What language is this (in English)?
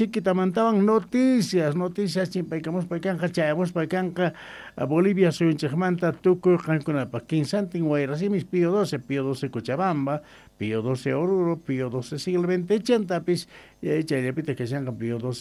Quechua